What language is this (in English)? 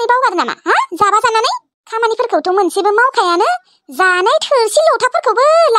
Bodo